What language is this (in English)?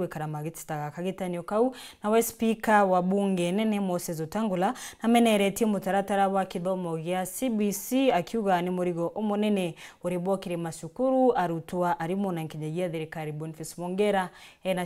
Meru